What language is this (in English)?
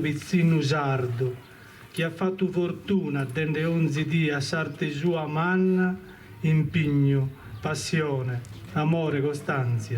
Sardinian